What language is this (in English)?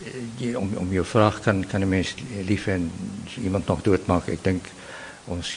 Afrikaans